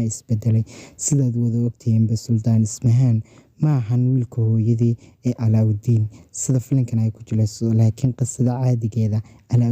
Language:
Somali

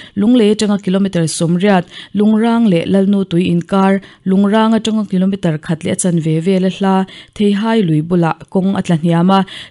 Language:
Mizo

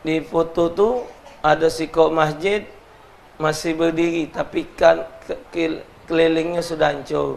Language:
Musi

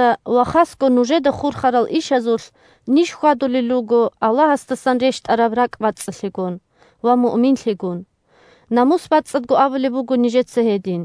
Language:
Avaric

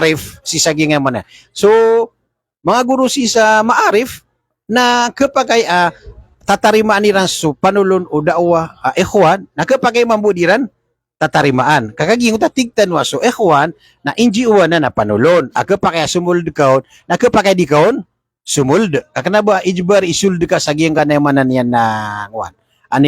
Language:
Maranao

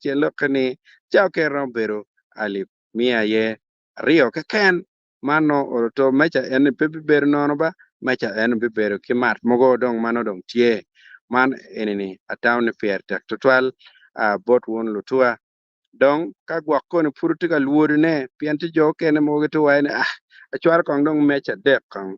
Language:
Acoli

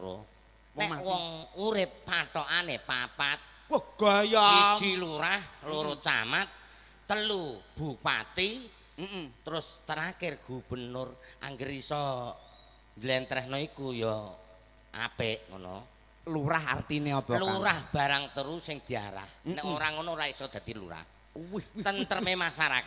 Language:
Javanese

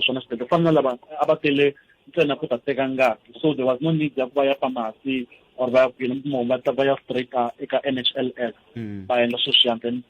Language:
Tsonga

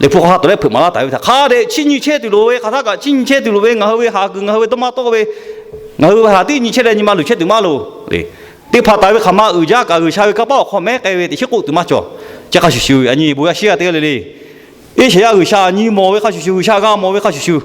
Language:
Lahu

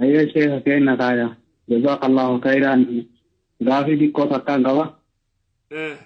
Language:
Oromo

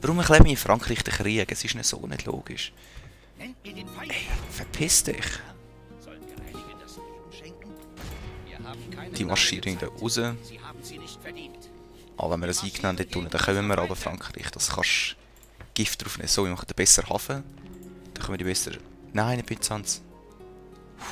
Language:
Swiss German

